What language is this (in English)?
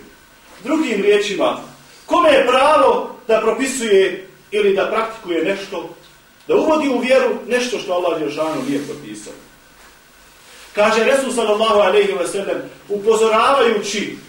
Bosnian